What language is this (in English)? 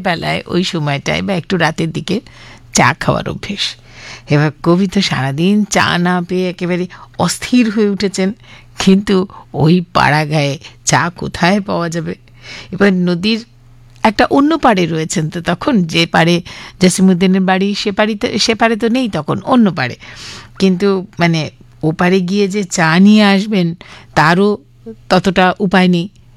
Bangla